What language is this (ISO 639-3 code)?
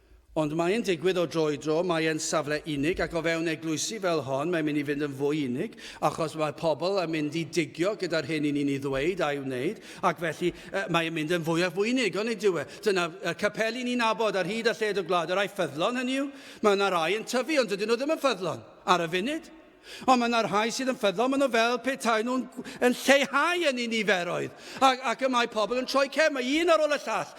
cym